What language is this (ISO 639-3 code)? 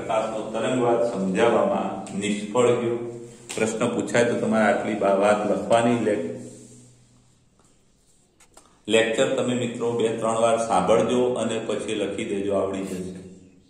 guj